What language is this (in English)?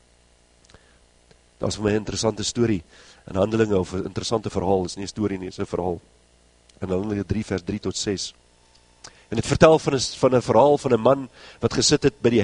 Afrikaans